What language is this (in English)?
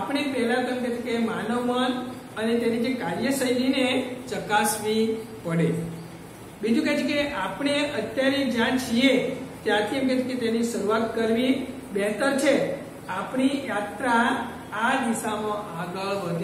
Gujarati